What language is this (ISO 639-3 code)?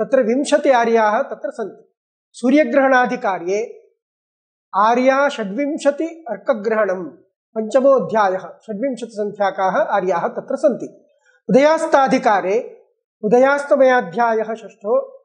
san